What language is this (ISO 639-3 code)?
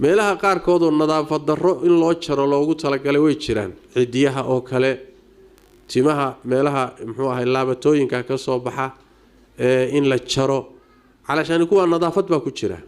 som